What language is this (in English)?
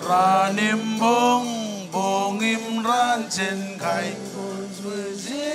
Marshallese